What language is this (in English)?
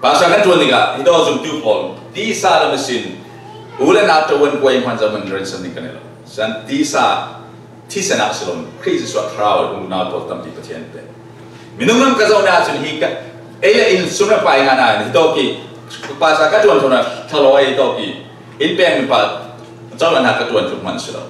Falam Chin